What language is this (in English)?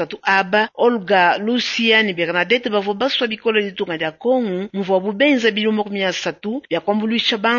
Luba-Lulua